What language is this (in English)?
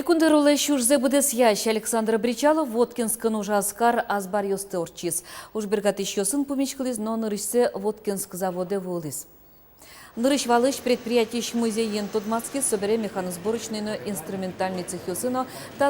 Udmurt